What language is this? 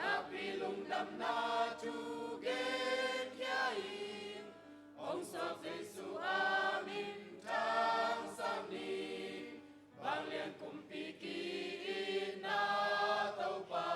Hakha Chin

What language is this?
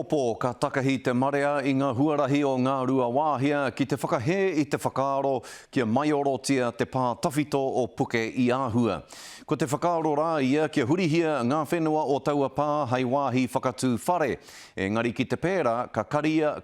Māori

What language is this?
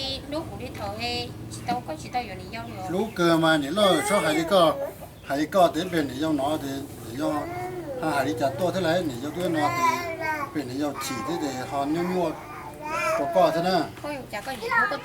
Hmong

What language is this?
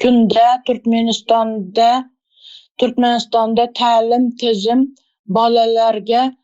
Turkmen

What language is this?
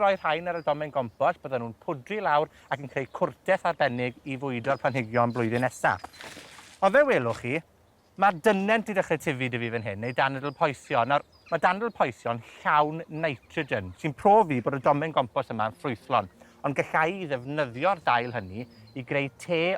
Welsh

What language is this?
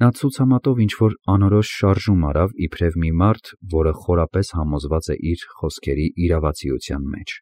Armenian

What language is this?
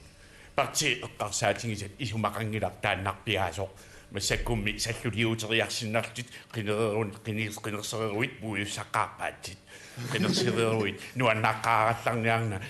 Kalaallisut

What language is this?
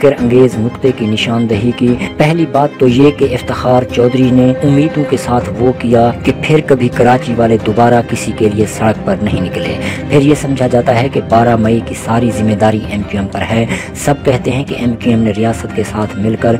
Urdu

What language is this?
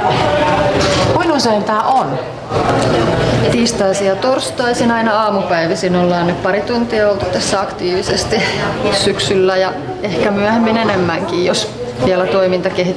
Finnish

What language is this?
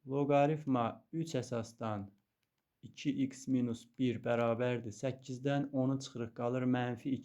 Azerbaijani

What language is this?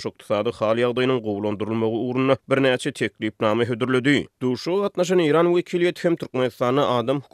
Turkmen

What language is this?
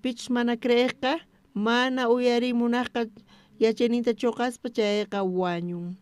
South Bolivian Quechua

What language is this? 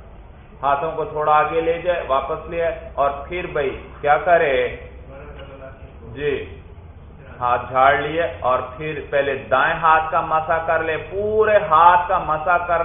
Urdu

